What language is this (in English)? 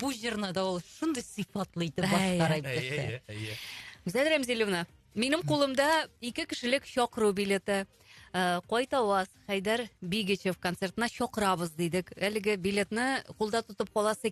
Tatar